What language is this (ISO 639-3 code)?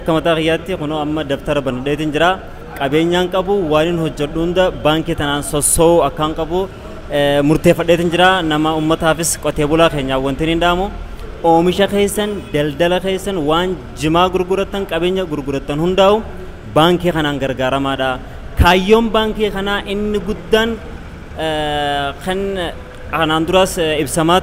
orm